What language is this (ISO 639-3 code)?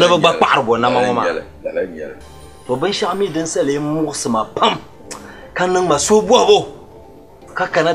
dag